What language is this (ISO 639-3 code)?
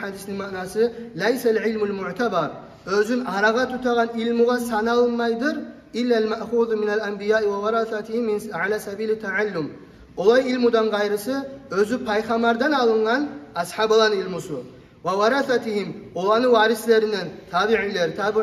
kum